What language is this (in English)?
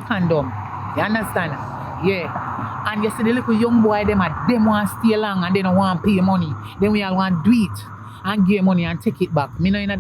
Jamaican Creole English